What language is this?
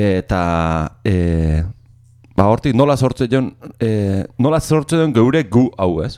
Basque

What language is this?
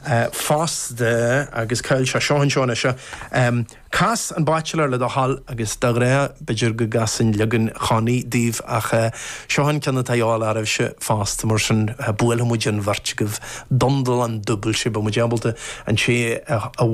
Irish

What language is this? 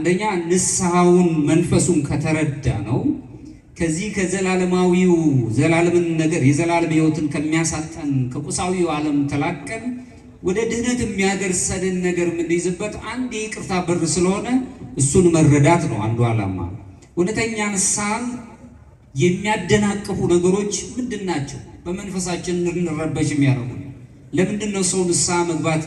Amharic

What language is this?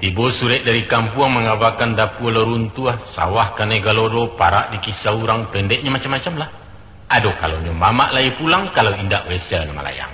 Minangkabau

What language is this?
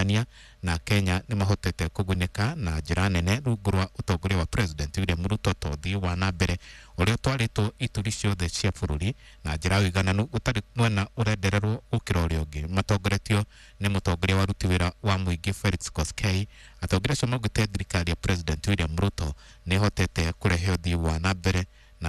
Kikuyu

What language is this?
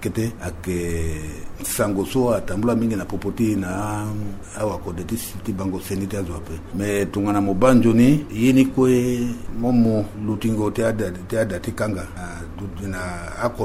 Sango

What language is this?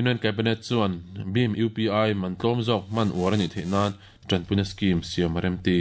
Mizo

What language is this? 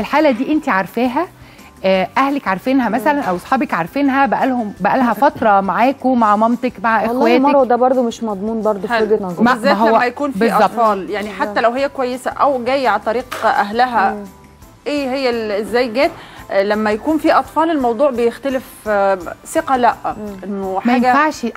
Egyptian Arabic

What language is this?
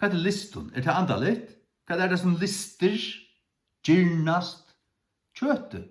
Faroese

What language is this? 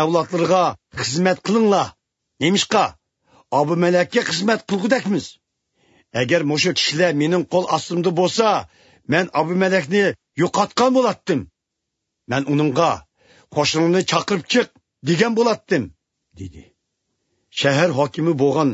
Uyghur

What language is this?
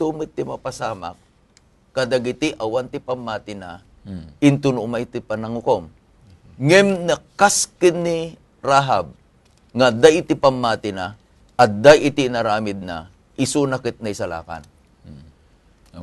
Iloko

